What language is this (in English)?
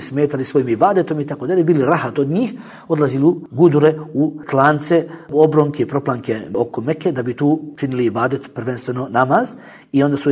Bosnian